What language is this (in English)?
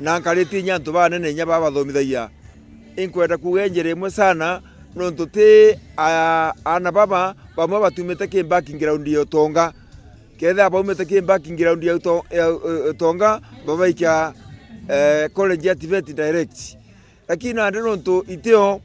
Meru